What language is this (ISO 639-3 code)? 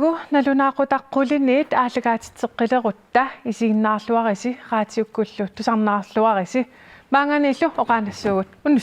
kal